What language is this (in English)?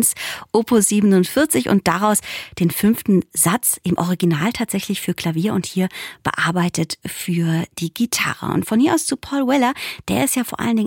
German